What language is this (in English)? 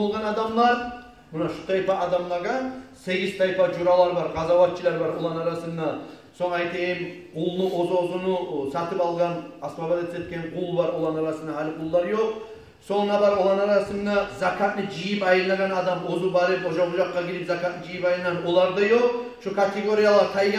Kumyk